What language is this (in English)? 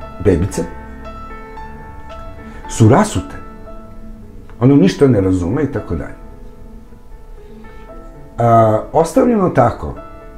Serbian